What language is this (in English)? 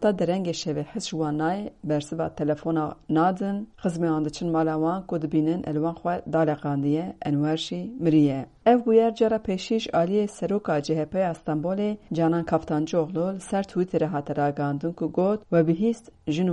Kurdish